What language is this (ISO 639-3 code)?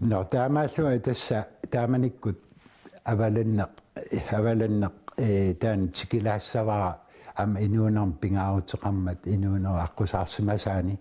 kal